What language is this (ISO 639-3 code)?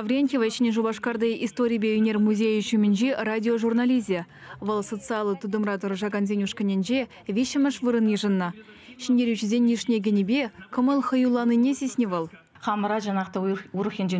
chv